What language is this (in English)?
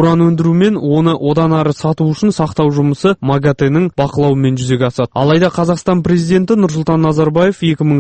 Kazakh